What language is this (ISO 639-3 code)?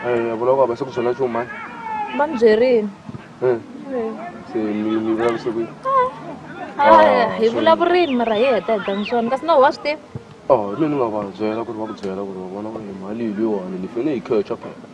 tso